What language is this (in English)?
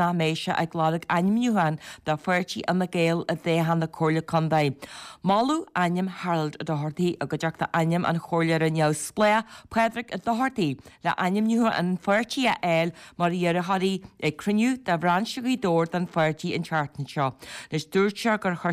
Irish